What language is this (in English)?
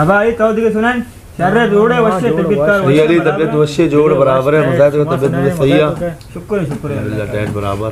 Baluchi